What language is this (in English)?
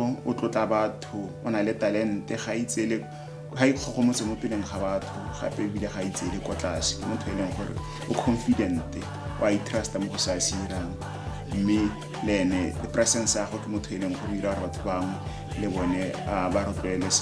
Tswana